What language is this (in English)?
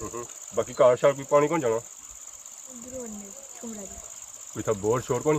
Pahari-Potwari